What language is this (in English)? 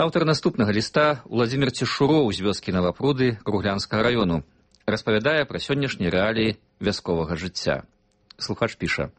Belarusian